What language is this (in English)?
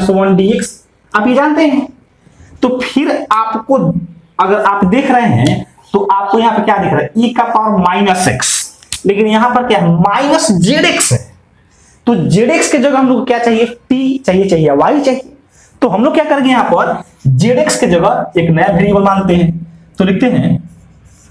Hindi